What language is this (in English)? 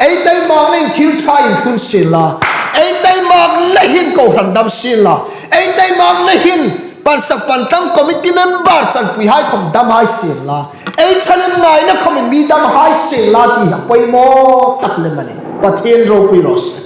Hmar